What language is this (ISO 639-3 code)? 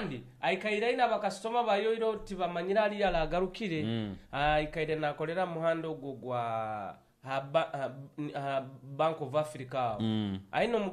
nyo